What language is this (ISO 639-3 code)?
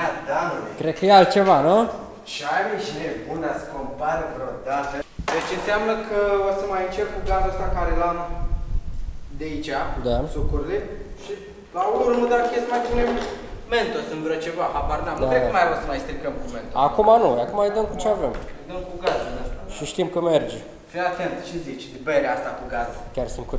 ron